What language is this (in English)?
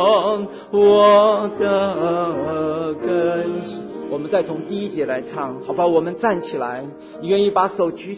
Chinese